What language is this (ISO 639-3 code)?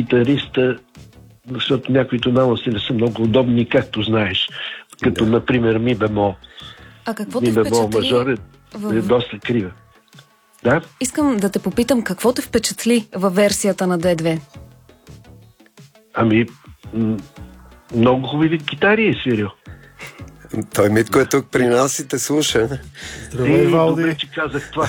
bul